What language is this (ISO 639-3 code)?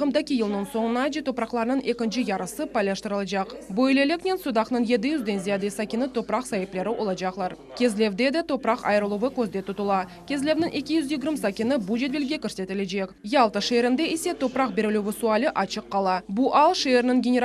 crh